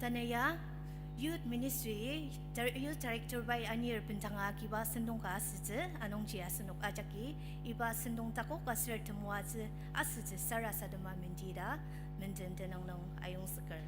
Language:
Ao Naga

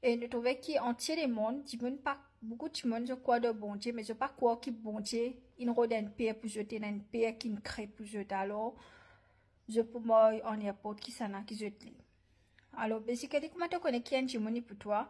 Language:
Morisyen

